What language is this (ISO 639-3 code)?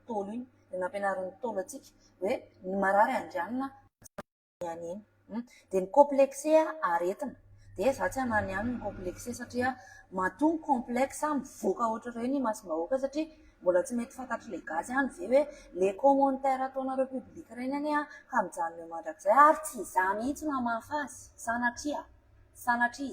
mlg